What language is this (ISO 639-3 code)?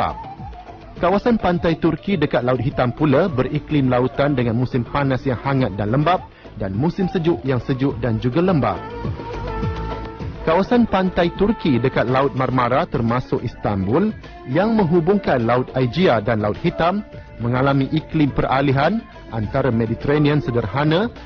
msa